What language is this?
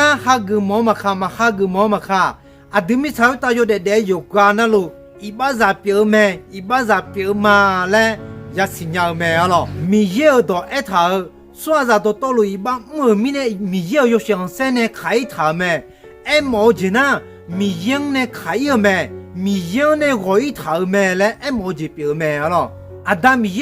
Akha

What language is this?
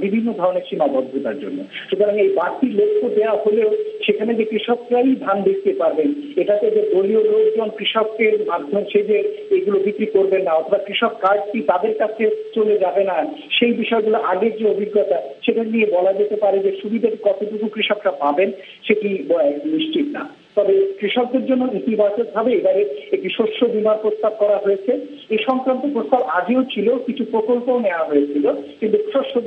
Bangla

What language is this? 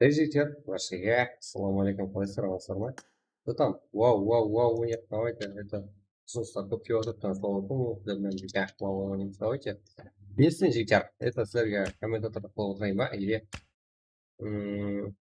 Kara-Kalpak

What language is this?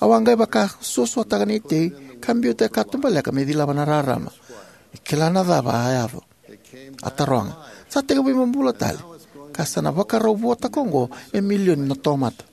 Fijian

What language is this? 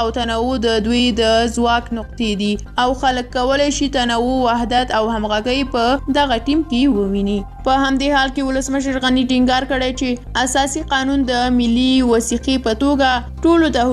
Pashto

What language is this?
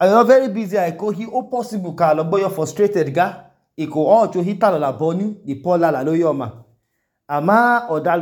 Idoma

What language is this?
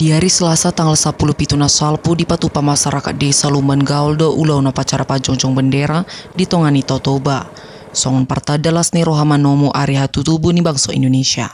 Batak Toba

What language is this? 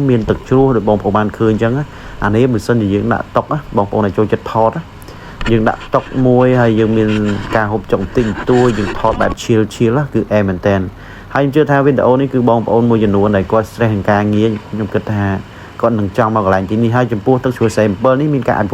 Khmer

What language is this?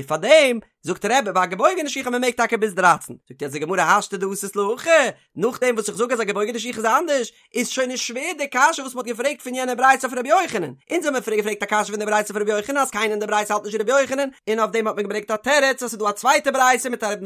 Yiddish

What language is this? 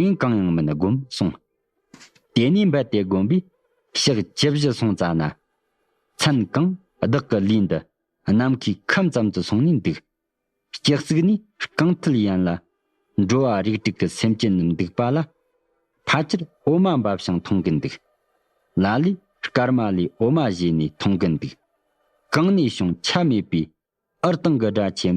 Tibetan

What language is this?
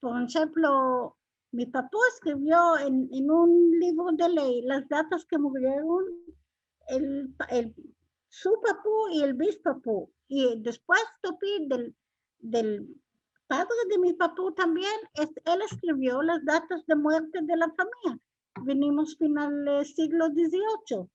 Ladino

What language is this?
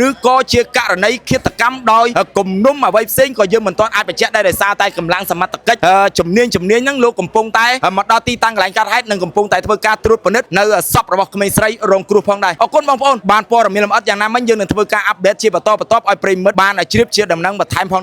Khmer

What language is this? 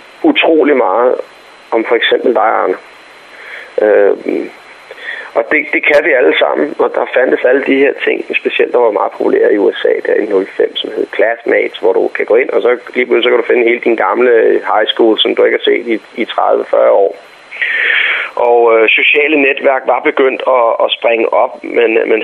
Danish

